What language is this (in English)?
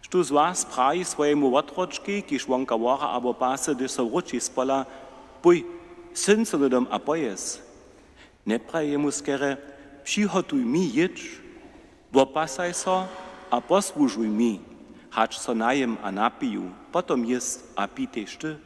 Upper Sorbian